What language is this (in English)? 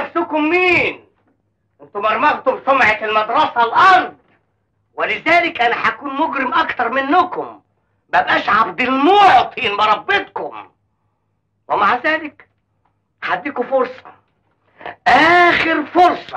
Egyptian Arabic